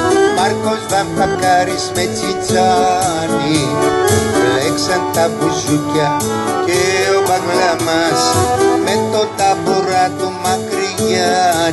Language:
Greek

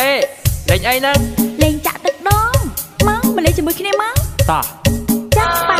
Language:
Betawi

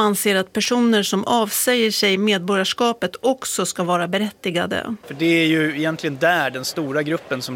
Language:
Swedish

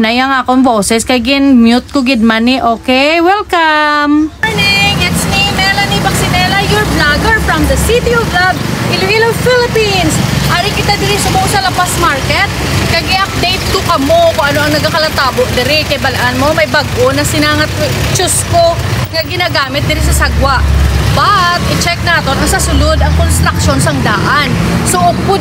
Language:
Hiligaynon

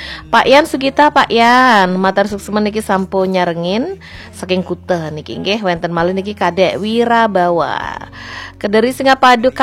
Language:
Balinese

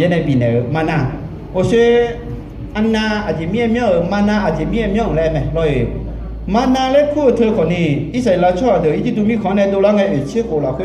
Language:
Akha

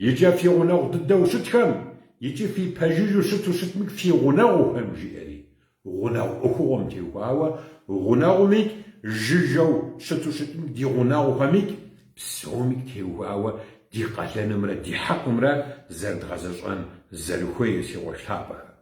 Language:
Kabardian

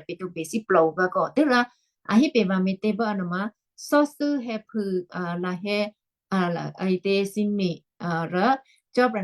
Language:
Western Kayah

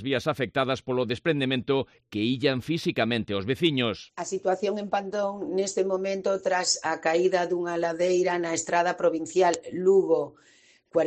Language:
Galician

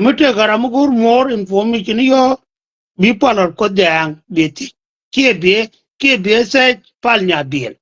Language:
Nuer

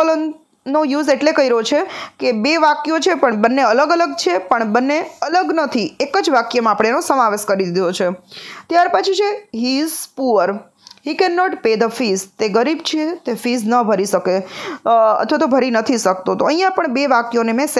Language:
Gujarati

